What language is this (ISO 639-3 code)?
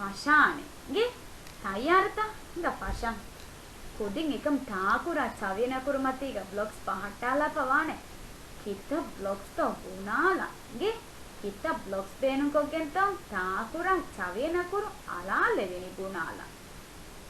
div